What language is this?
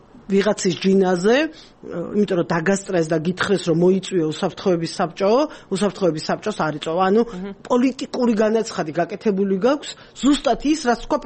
Georgian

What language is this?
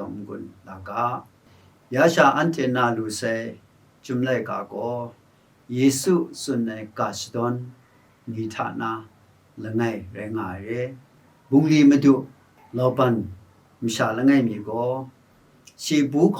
Kachin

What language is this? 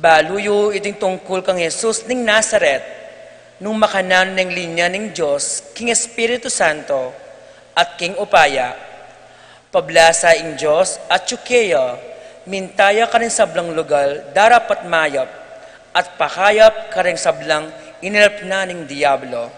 Pampanga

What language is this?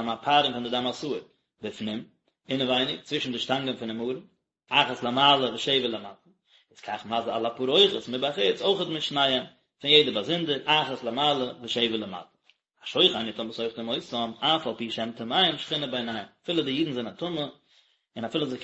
Yiddish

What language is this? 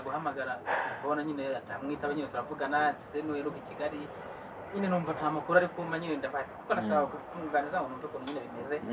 Kinyarwanda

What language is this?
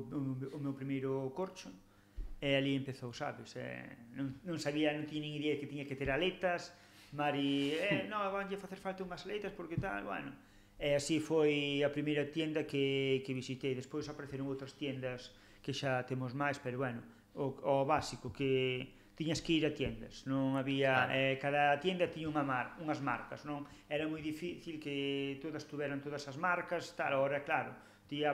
Galician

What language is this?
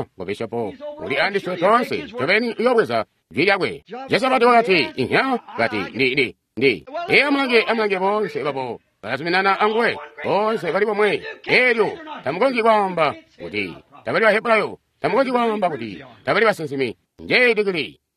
Tonga (Zambia)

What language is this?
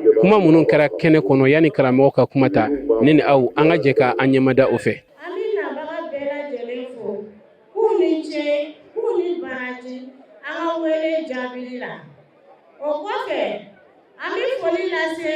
Bambara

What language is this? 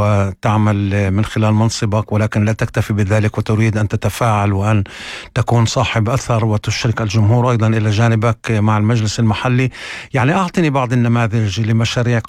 North Levantine Arabic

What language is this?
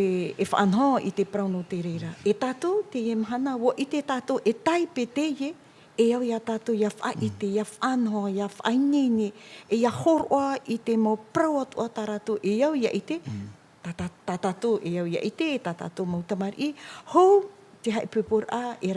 Tahitian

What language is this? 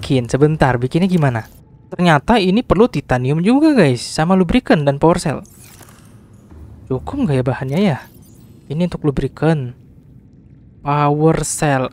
Indonesian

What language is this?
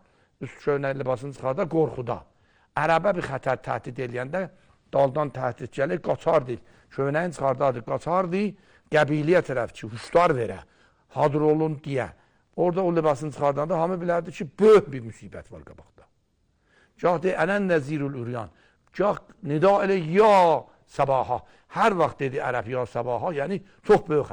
Azerbaijani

